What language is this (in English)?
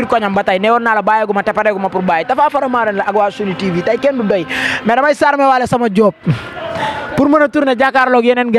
Wolof